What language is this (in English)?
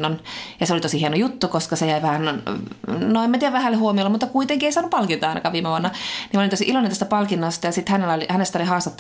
Finnish